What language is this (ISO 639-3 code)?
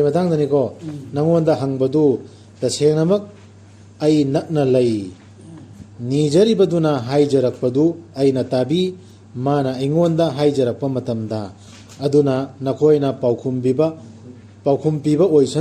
mni